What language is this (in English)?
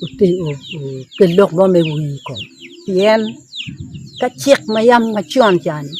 Acoli